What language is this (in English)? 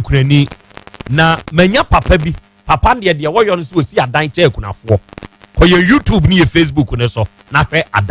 Akan